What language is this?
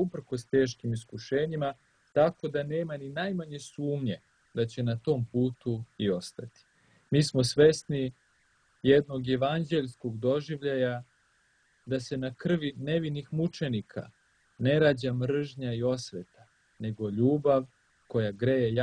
Serbian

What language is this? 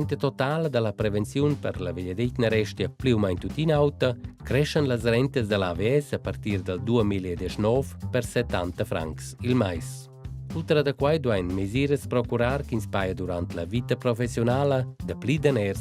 Romansh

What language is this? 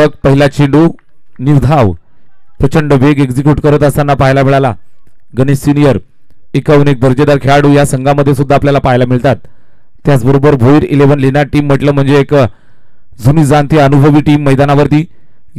Marathi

